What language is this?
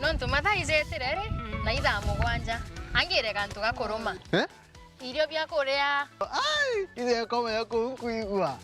Meru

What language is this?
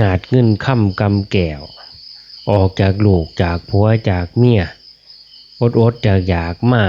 Lao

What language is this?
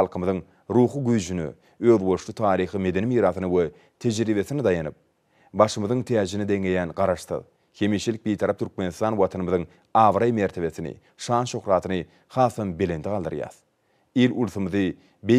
Turkmen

